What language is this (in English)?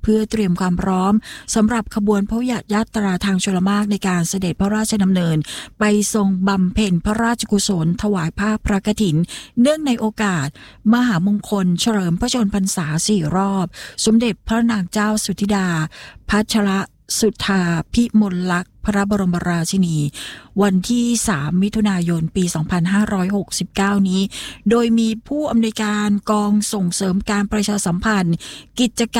Thai